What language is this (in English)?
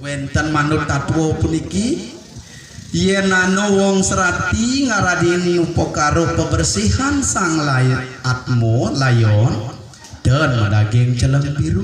Balinese